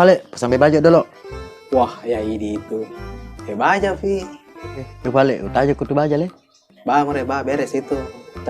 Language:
Buginese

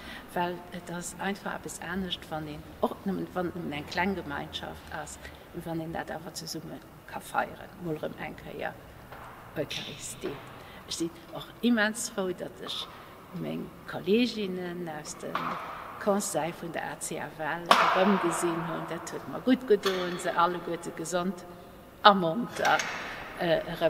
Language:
Luxembourgish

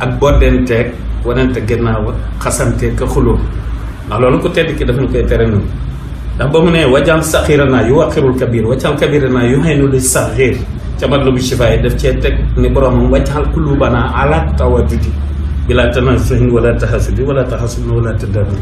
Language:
Wolof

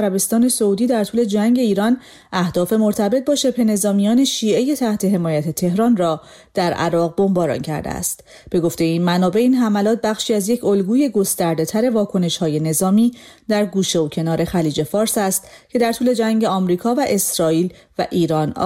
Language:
Persian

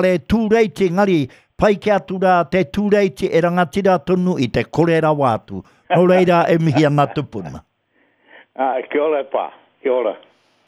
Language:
Māori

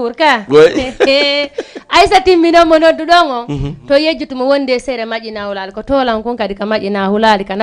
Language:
Fula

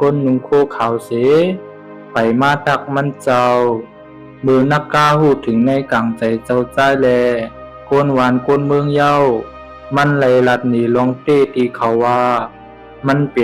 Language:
Shan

